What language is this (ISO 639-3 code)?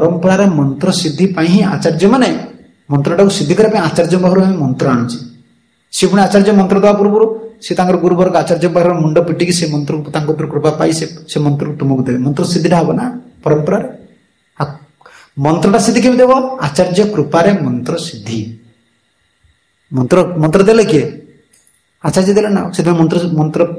ori